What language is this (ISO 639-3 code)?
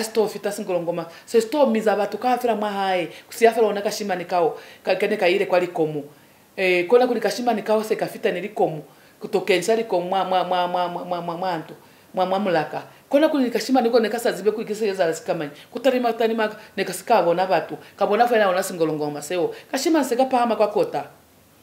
loz